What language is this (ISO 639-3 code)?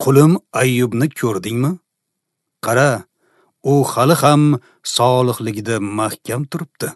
uzb